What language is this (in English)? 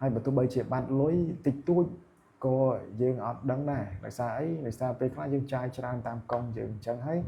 Khmer